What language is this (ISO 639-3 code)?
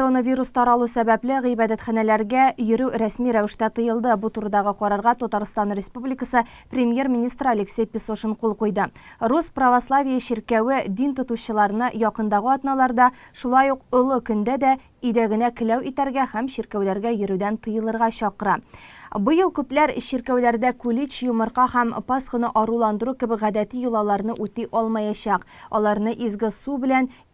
tat